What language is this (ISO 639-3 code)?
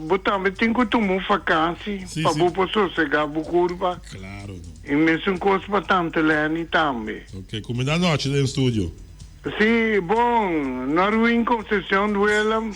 pap